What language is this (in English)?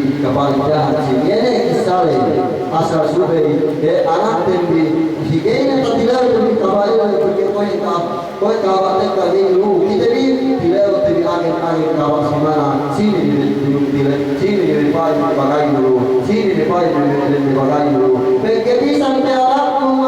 Yakan